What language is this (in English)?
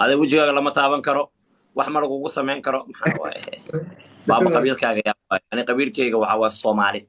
Somali